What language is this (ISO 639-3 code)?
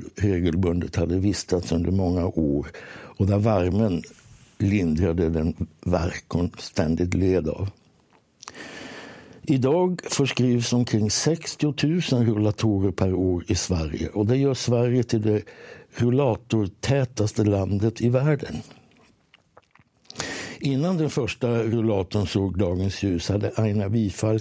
swe